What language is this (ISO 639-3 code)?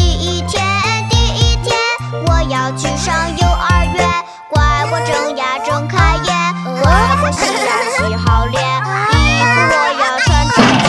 zho